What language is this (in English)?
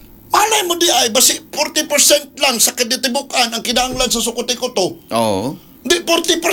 Cebuano